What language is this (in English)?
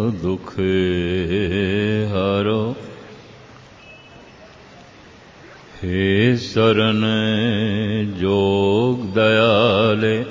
Punjabi